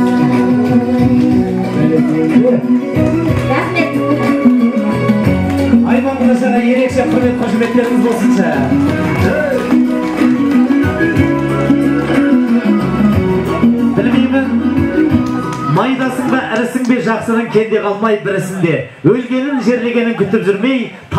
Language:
Kazakh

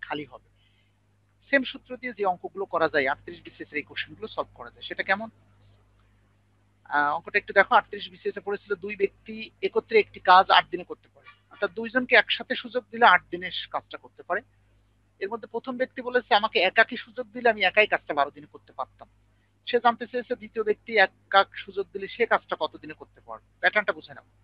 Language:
Bangla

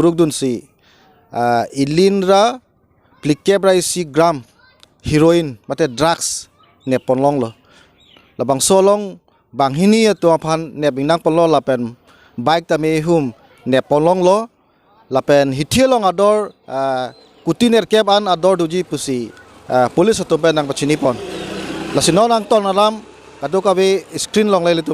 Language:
Karbi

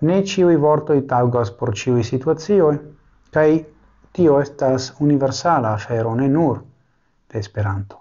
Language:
Esperanto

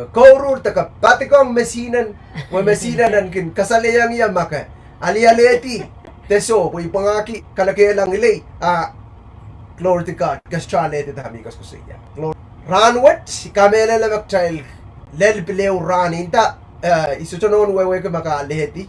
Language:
Pohnpeian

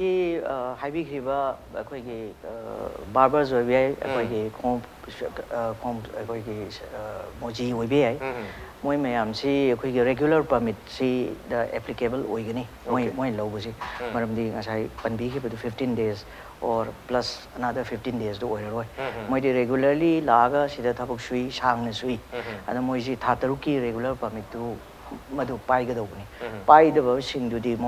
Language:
Manipuri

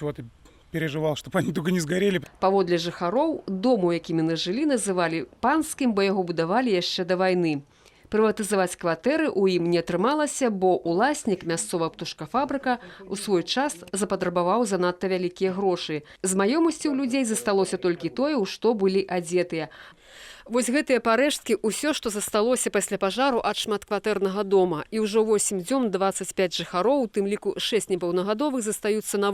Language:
Belarusian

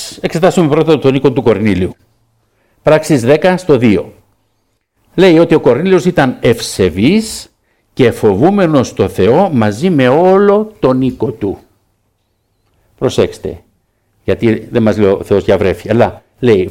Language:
Greek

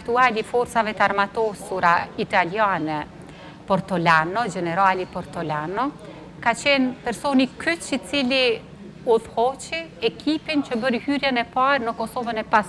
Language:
Albanian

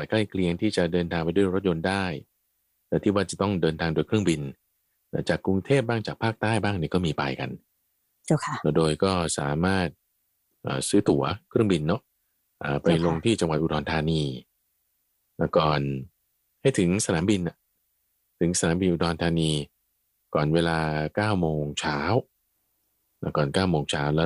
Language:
Thai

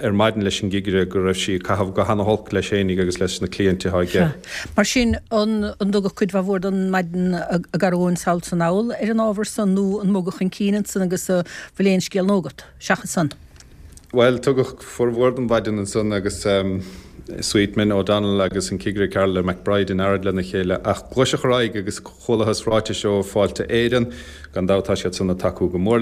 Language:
Irish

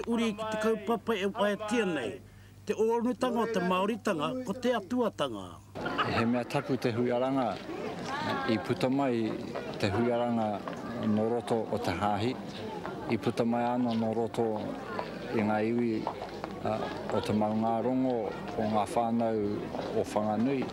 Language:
Māori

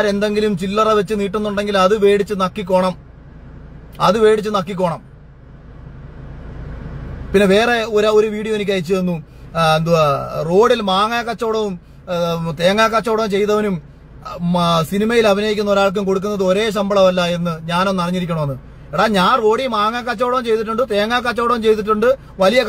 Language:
Malayalam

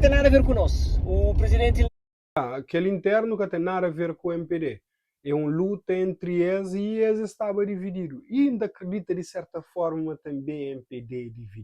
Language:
Kabuverdianu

